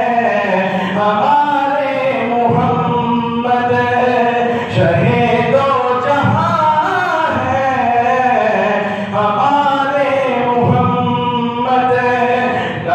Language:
Urdu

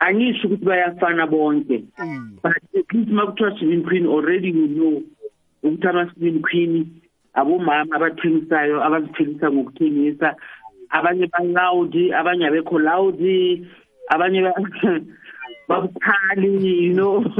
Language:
South Ndebele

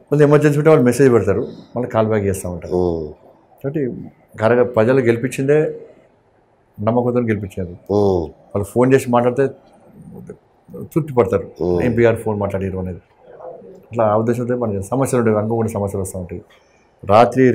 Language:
Telugu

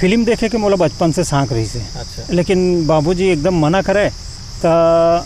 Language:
Chhattisgarhi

